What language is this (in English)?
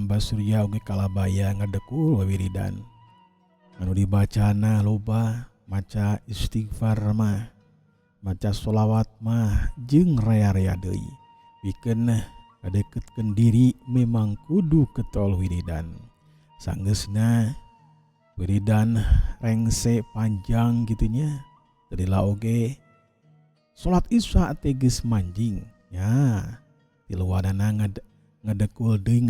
Sundanese